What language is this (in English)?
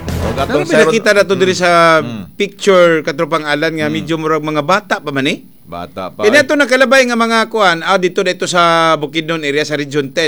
Cebuano